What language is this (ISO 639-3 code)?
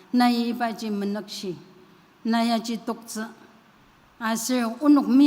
njo